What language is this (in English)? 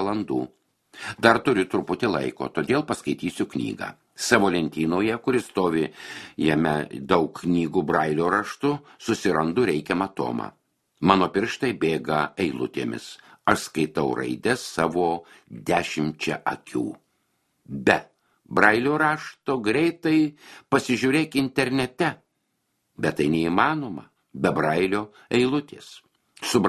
Lithuanian